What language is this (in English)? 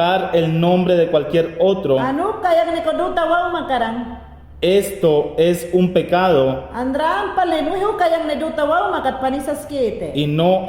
Mayangna